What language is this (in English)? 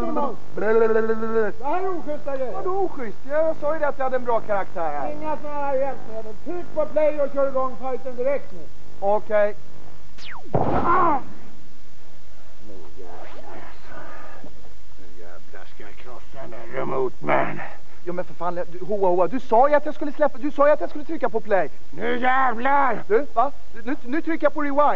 Swedish